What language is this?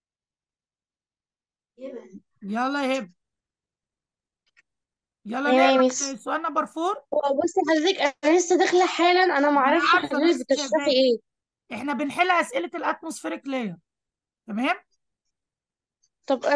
Egyptian Arabic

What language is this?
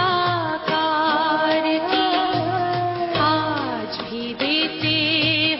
Hindi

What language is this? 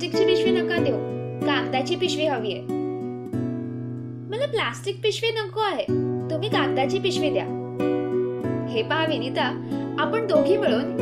Marathi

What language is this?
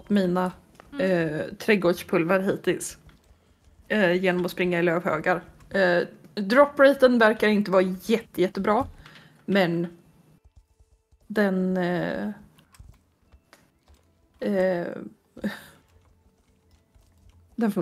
Swedish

